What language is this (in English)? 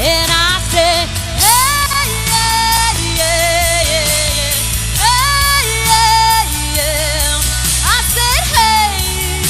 Tangkhul Naga (India)